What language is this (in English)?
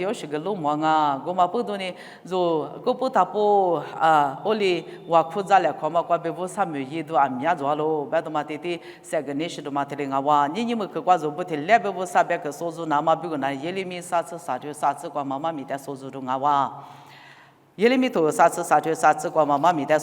Lisu